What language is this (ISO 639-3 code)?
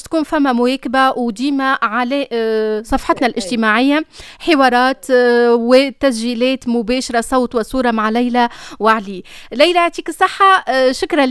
aeb